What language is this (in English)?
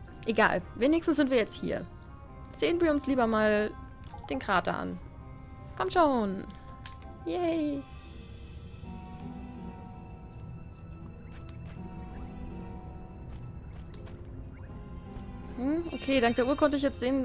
German